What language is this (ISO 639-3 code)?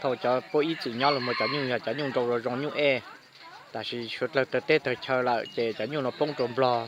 hmn